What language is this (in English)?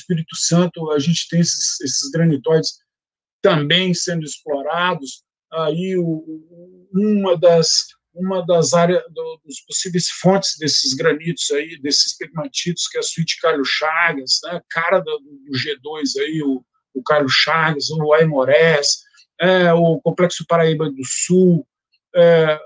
Portuguese